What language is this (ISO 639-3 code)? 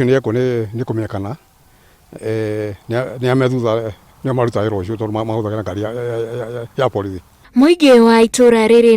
kik